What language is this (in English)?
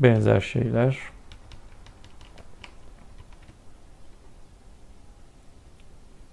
Turkish